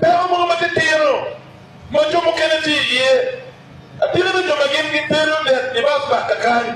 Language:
Acoli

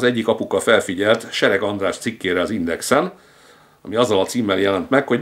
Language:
Hungarian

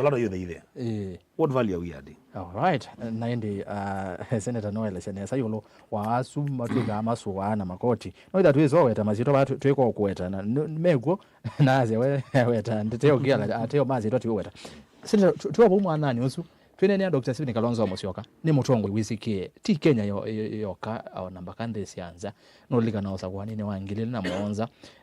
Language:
Kamba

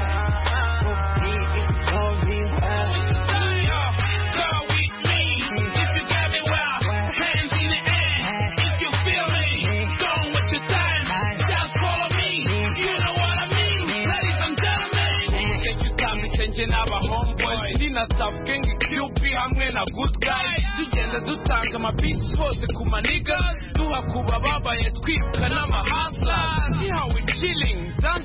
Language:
Kinyarwanda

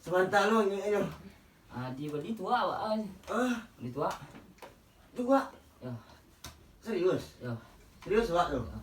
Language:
Minangkabau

